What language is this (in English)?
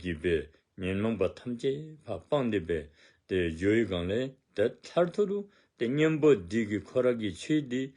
Dzongkha